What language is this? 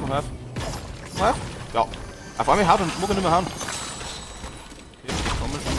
Bavarian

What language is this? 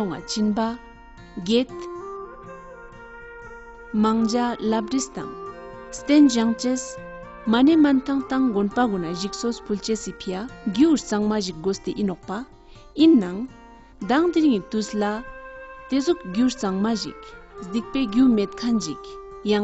Ladakhi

